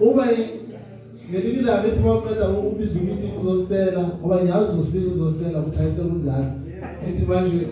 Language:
Zulu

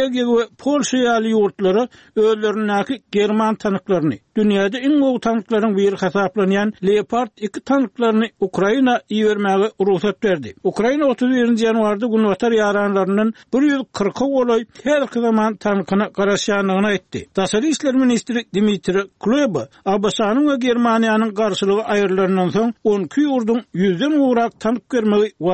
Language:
Turkmen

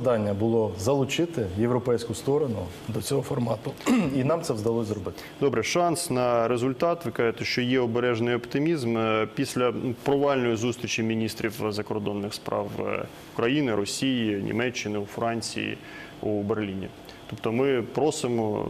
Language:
Ukrainian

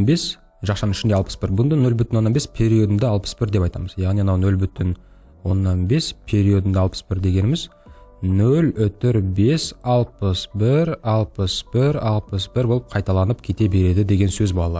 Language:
Kazakh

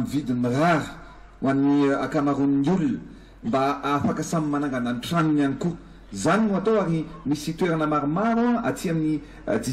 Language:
Malagasy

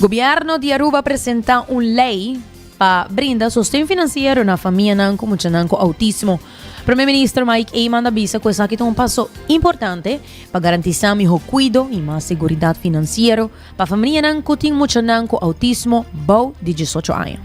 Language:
Papiamento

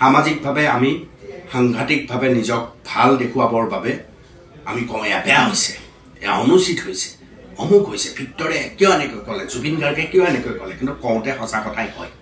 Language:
Assamese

